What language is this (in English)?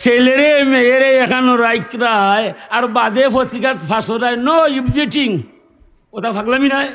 Sylheti